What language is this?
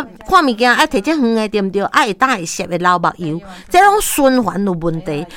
Min Nan Chinese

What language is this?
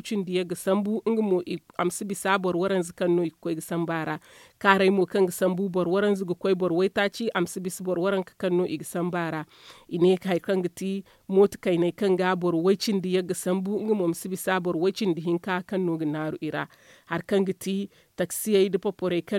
Zarma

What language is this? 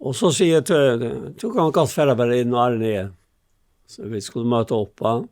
Faroese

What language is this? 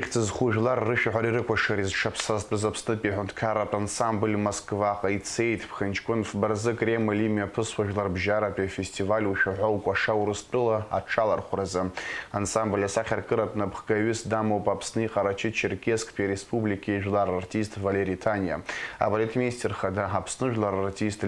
Abkhazian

